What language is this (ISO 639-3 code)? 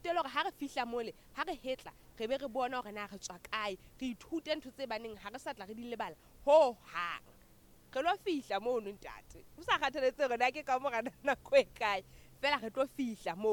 sot